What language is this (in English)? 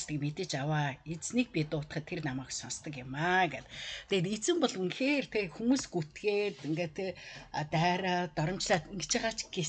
Mongolian